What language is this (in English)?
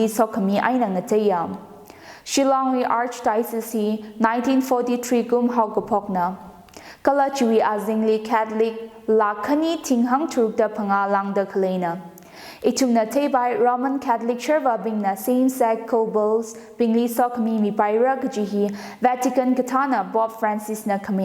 Tangkhul Naga (India)